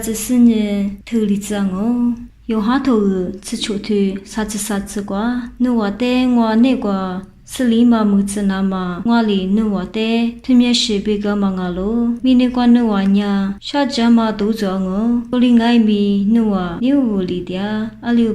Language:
Lisu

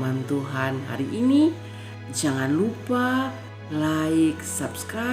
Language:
Kupang Malay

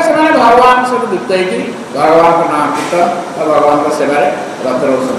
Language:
Odia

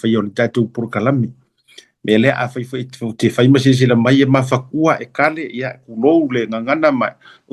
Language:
Samoan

